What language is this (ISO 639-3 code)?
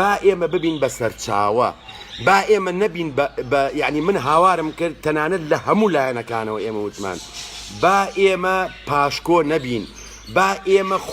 ckb